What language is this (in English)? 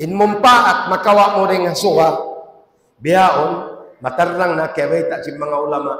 Tausug